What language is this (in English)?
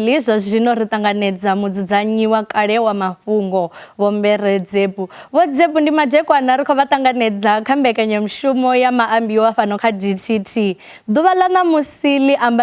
Venda